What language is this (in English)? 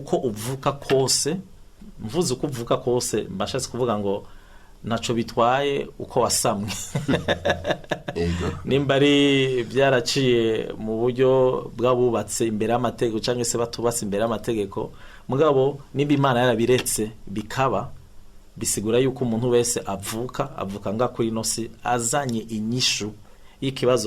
Rundi